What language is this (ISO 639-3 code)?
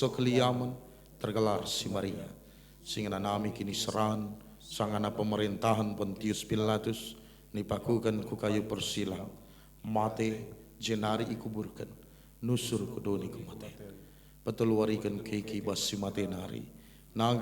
btx